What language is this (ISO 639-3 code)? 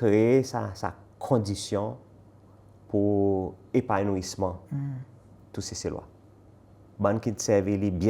crs